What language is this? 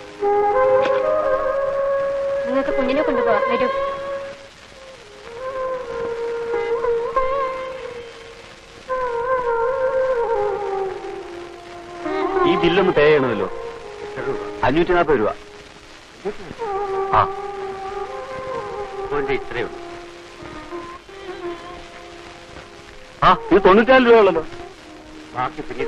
Malayalam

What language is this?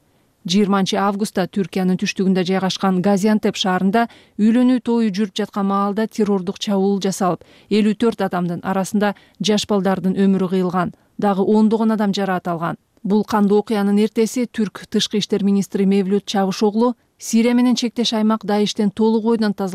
Kyrgyz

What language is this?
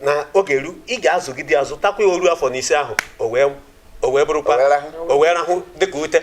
Igbo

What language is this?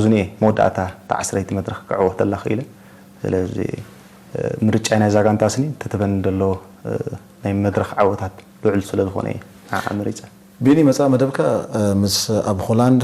Tigrinya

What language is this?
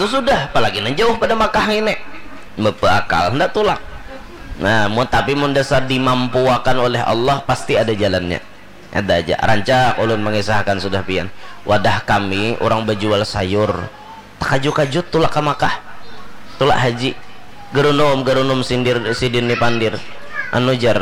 Banjar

